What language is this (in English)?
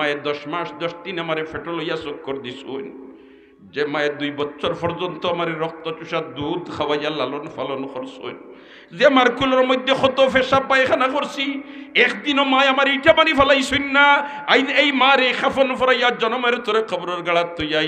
Sylheti